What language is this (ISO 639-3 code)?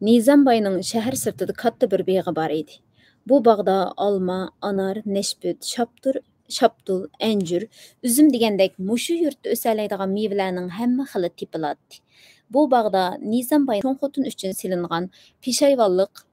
uig